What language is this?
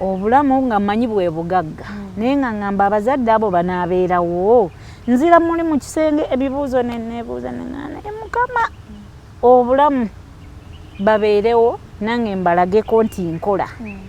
Ganda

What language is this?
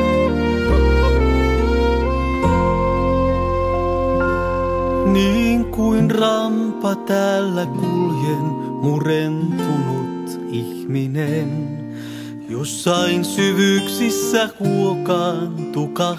Finnish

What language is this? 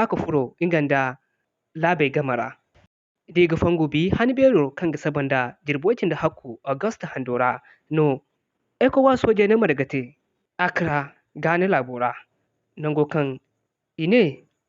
Zarma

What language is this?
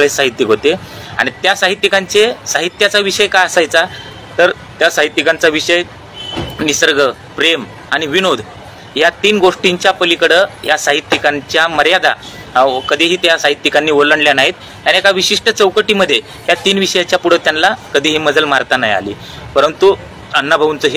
Marathi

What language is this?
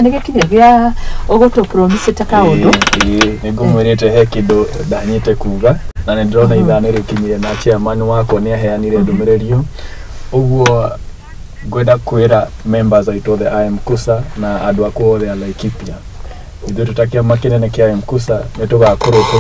Kikuyu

